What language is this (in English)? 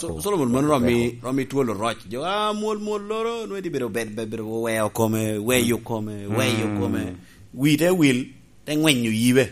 Lango (Uganda)